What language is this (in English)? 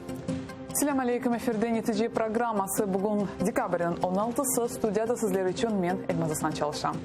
Crimean Tatar